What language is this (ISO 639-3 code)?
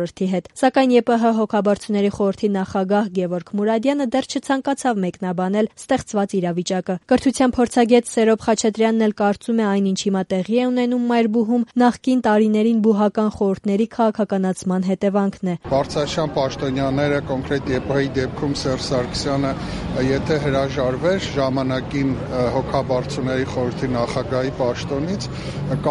hye